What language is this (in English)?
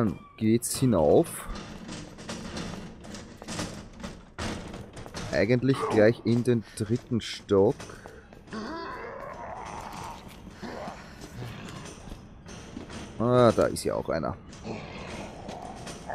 German